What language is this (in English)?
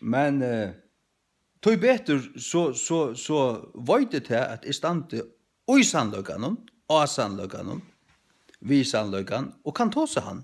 Faroese